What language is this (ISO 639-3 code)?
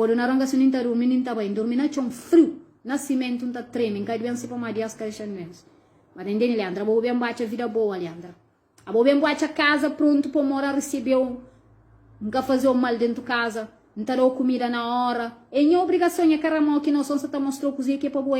kea